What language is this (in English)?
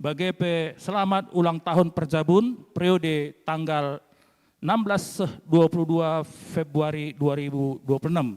Batak Karo